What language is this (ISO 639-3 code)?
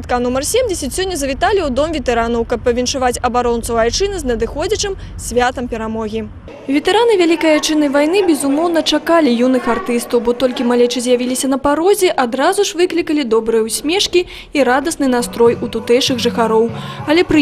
bel